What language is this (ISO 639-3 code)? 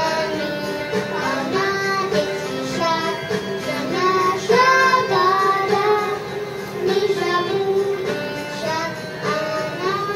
rus